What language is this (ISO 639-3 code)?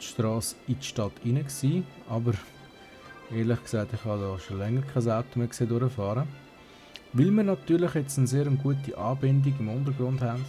gsw